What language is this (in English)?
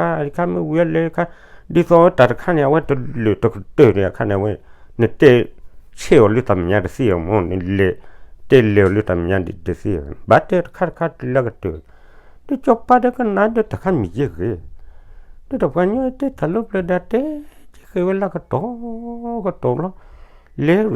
S'gaw Karen